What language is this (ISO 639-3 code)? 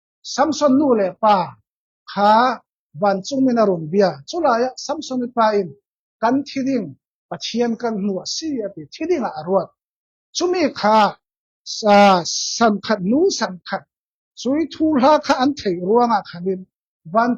cfm